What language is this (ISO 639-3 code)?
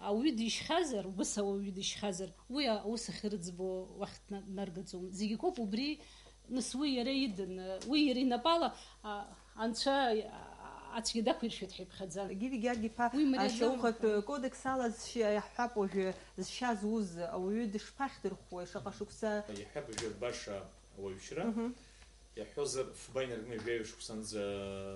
abk